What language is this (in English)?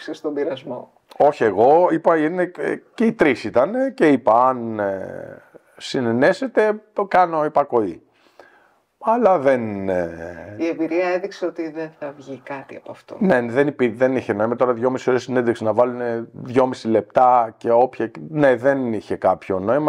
Greek